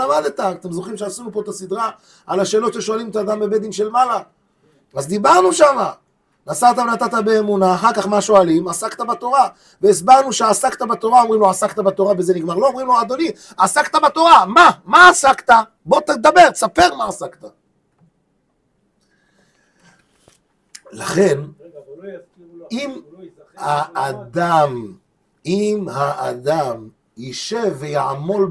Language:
Hebrew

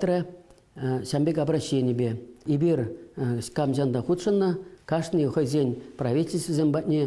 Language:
Chuvash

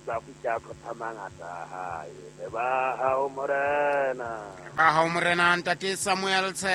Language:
Southern Sotho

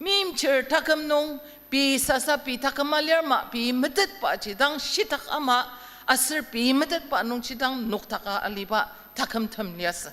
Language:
Ao Naga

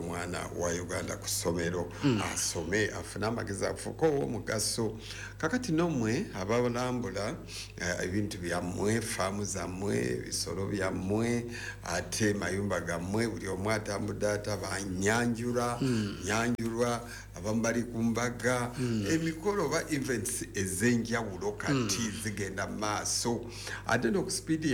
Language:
Ganda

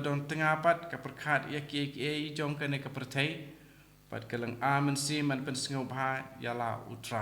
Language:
Khasi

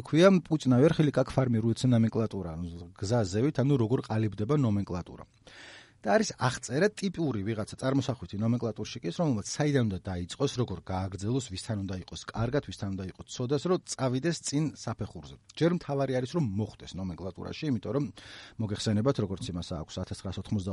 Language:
Georgian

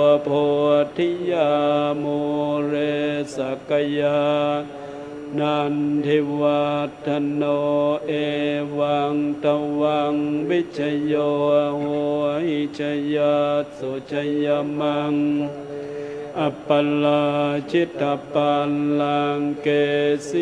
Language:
Pali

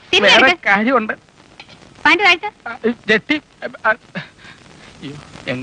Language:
Malayalam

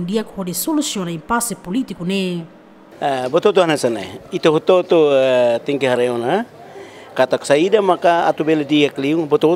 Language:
Tetum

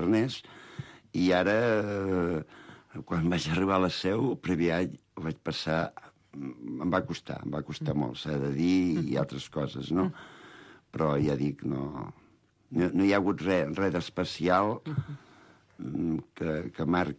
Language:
Catalan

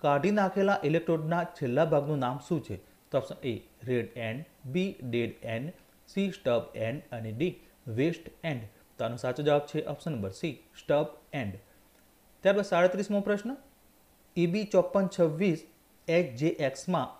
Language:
Gujarati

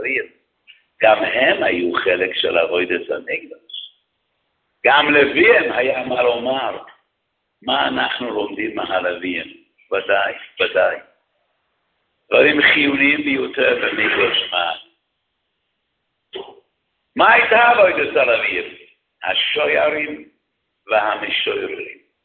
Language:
Hebrew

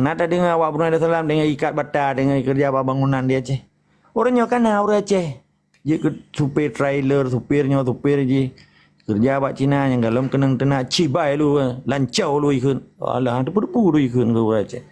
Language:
Achinese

